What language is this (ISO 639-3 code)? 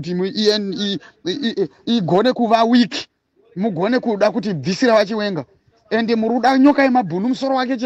sna